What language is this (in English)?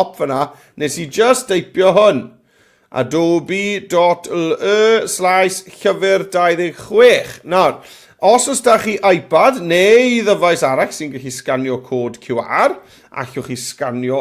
Welsh